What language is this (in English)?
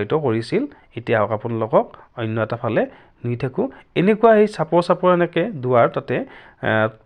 Assamese